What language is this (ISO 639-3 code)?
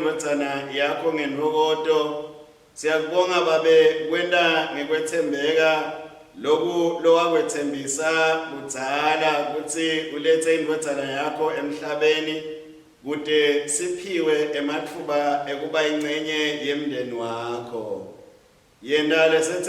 ssw